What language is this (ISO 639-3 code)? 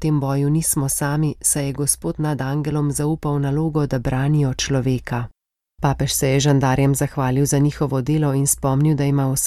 slv